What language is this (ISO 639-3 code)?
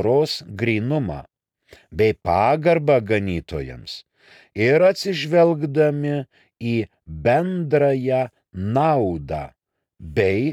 lit